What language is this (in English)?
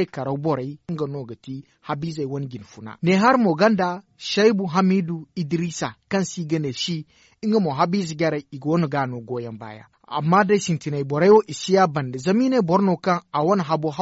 Zarma